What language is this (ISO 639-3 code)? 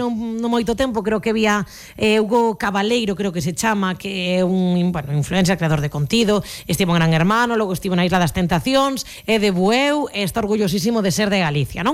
glg